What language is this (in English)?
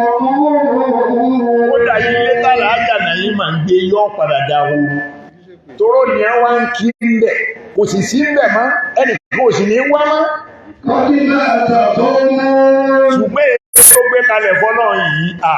Yoruba